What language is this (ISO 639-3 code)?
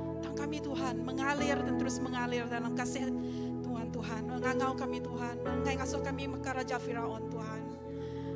iba